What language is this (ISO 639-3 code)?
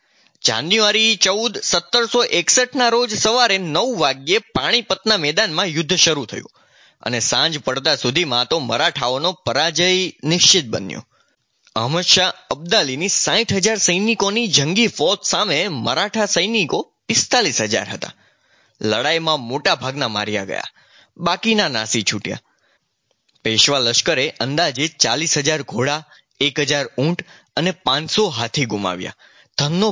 guj